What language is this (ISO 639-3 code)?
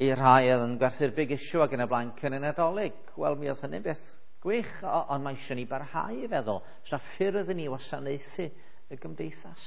cym